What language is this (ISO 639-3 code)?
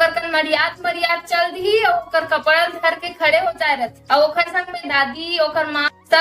hne